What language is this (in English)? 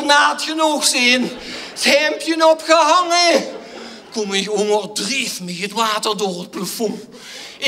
Limburgish